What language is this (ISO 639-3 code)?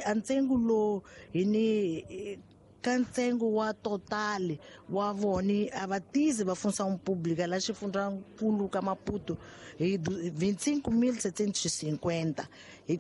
tso